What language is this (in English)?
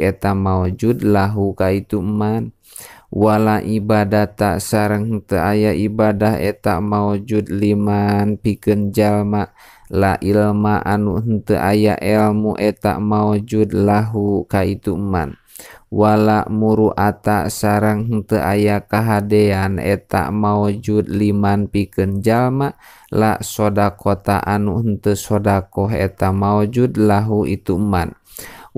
Sundanese